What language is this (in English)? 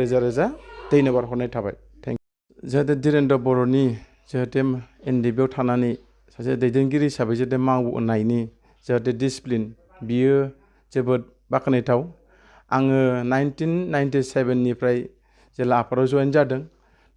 Bodo